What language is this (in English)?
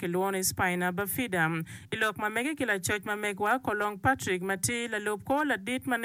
Acoli